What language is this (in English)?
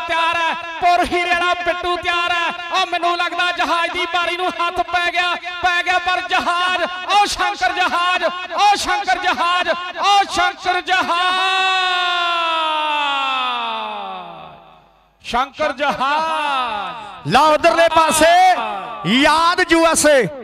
Punjabi